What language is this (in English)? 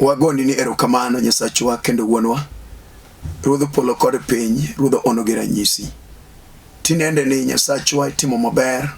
Luo (Kenya and Tanzania)